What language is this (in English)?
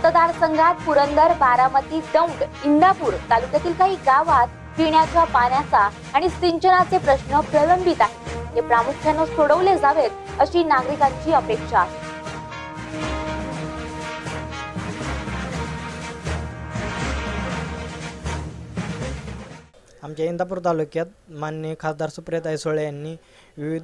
Marathi